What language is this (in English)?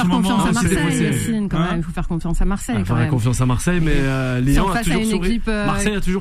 French